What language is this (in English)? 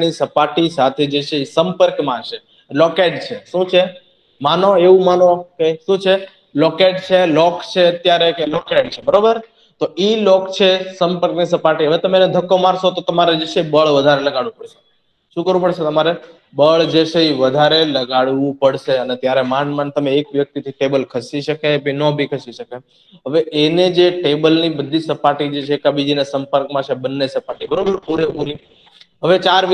Gujarati